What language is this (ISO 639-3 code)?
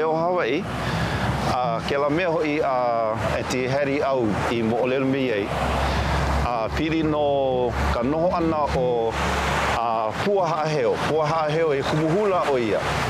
haw